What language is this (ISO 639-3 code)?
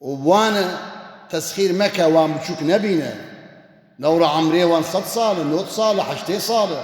kur